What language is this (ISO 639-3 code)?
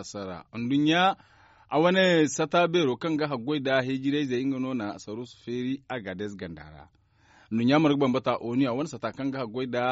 dje